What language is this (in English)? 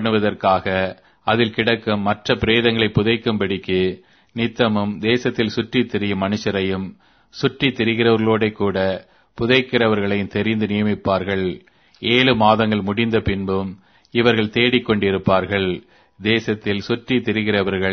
Tamil